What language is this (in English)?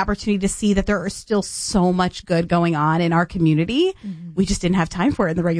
English